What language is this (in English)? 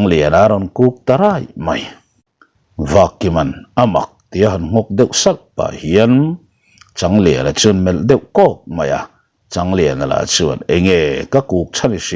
Mizo